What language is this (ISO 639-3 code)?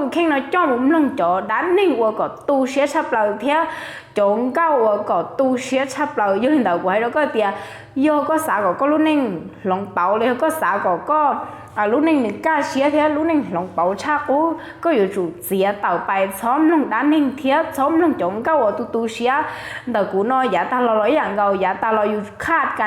hmn